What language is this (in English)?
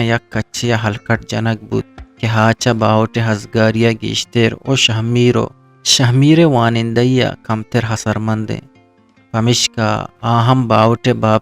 Eastern Balochi